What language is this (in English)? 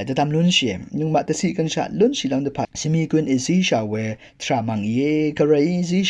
Rawang